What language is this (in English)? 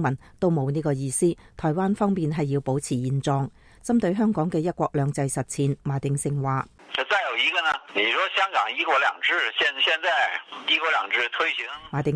Cantonese